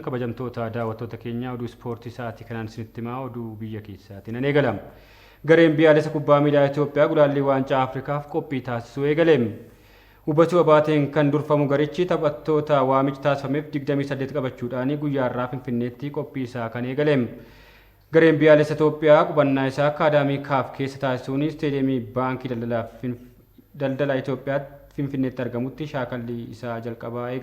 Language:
Oromo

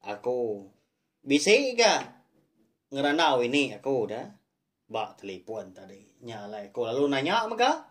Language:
Iban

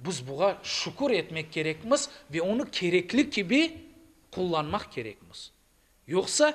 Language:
Crimean Tatar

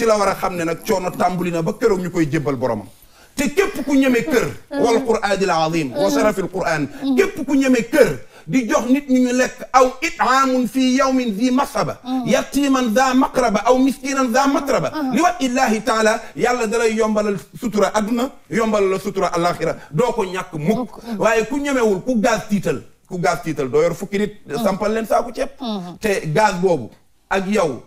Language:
Wolof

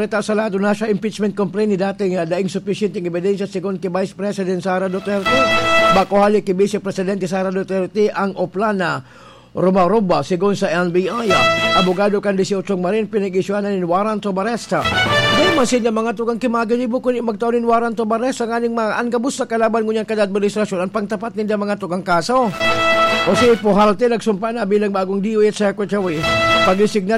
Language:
Bikol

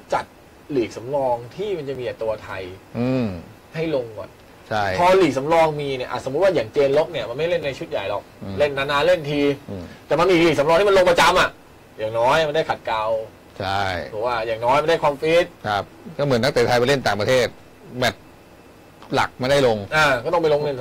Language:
Thai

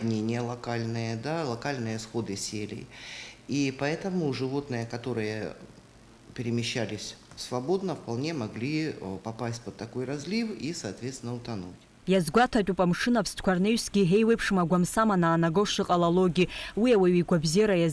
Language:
Abkhazian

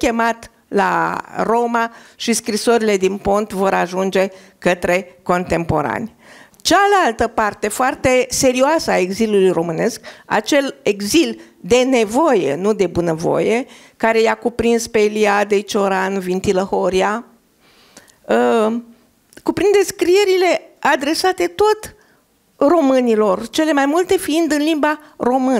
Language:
Romanian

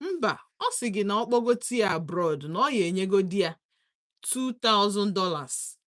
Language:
Igbo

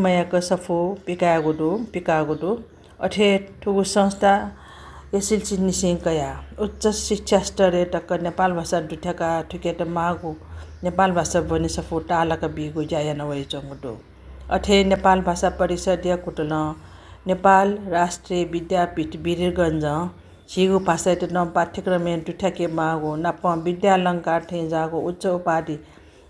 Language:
Newari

